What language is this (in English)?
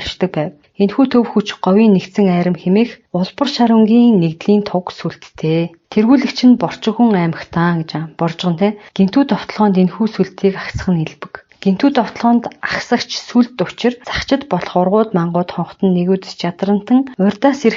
Mongolian